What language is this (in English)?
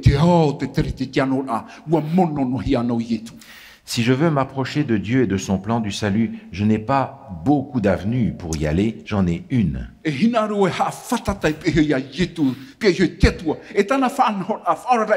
Tahitian